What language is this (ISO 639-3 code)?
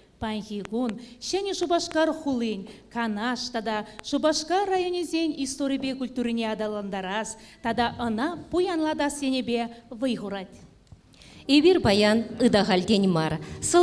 chv